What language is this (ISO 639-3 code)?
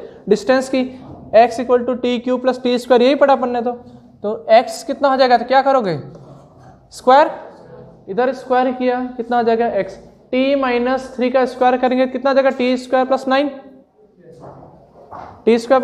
hin